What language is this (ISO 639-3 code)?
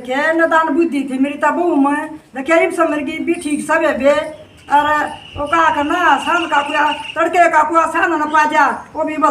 bgc